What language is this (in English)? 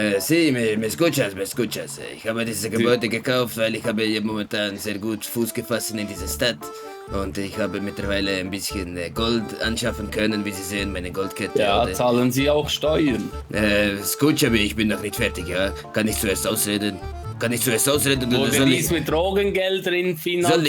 Swiss German